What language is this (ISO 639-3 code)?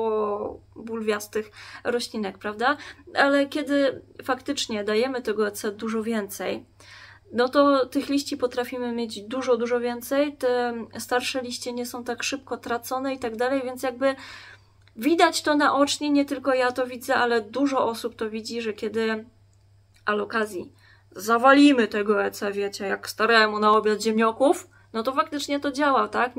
pol